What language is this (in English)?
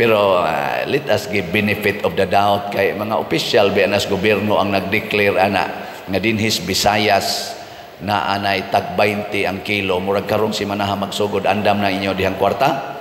Cebuano